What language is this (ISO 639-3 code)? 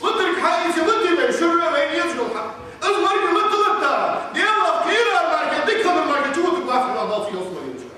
inh